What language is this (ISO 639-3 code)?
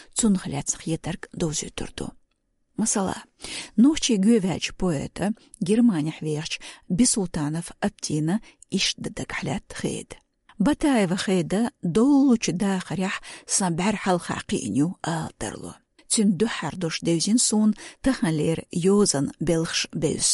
che